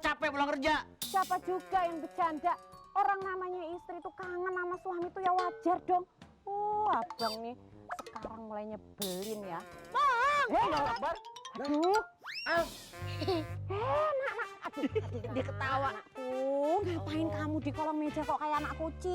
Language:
Betawi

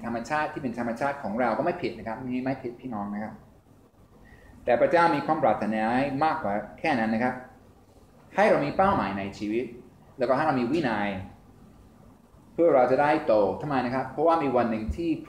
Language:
Thai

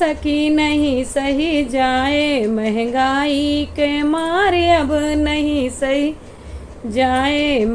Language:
Awadhi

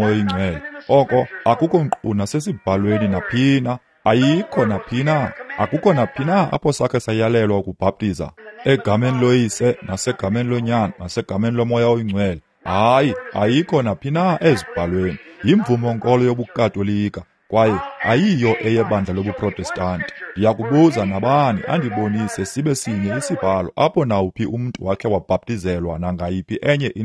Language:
Xhosa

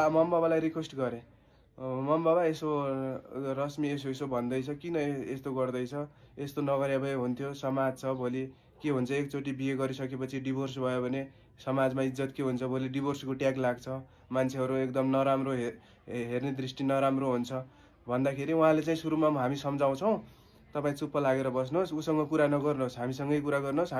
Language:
Nepali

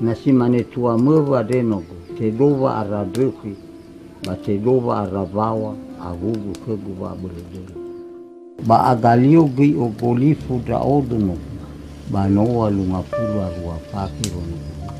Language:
Nias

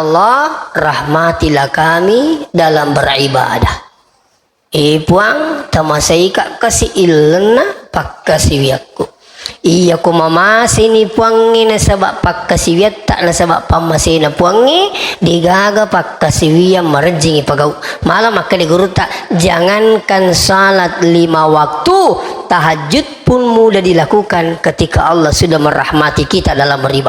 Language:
Buginese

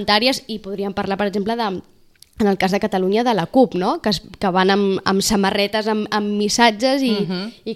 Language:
Catalan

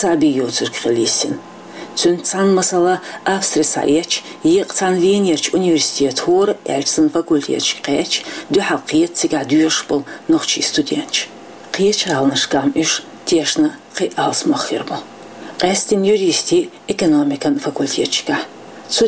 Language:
Chechen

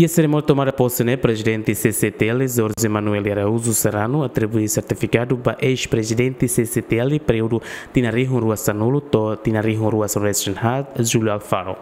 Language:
Tetum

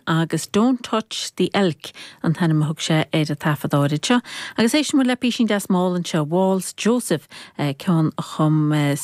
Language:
Irish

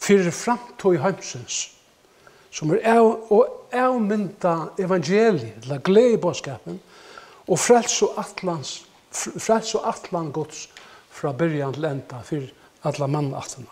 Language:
Faroese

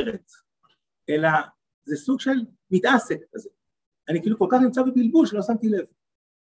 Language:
Hebrew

